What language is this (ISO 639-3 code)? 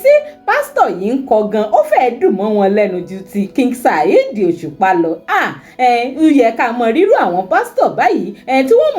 yor